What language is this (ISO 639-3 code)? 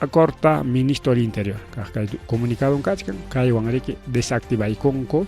quy